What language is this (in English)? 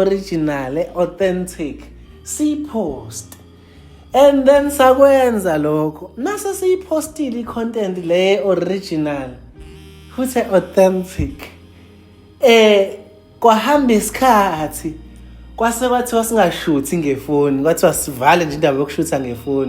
Zulu